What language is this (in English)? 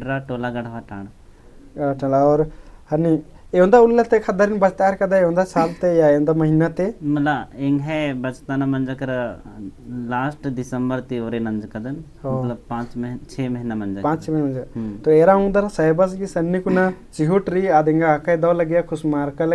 Kurukh